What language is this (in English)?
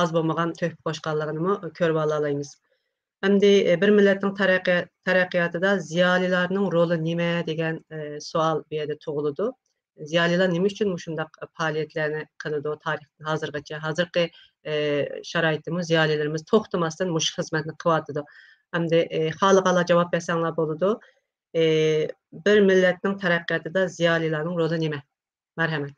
Uyghur